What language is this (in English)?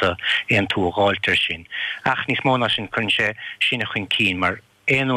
Irish